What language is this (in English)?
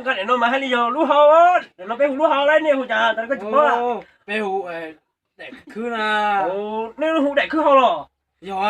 Hmong